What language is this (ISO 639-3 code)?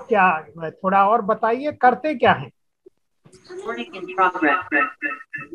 hin